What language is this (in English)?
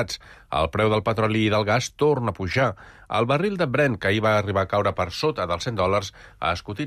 Catalan